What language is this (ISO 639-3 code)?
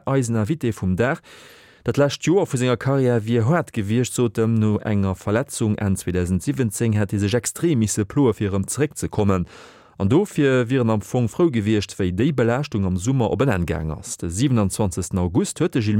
ltz